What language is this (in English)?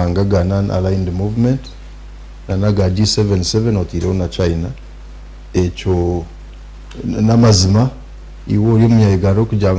Nyankole